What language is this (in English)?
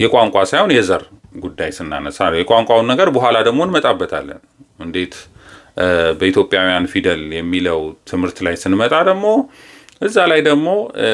Amharic